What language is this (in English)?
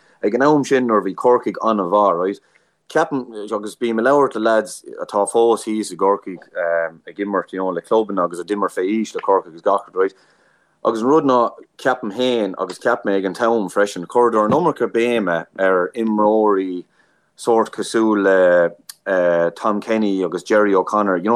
Irish